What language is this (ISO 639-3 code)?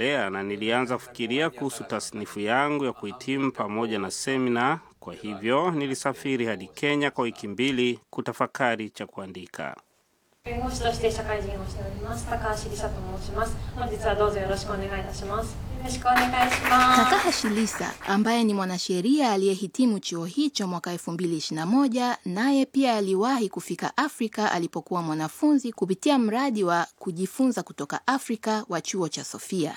swa